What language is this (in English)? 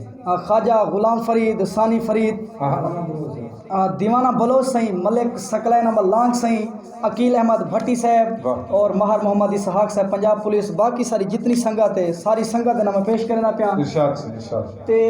Saraiki